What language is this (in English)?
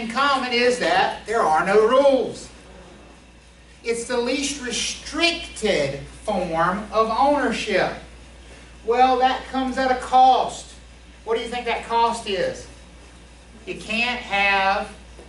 English